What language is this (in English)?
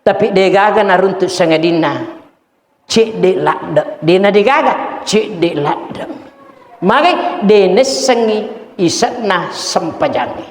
Buginese